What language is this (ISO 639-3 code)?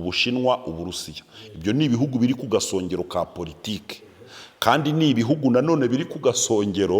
kin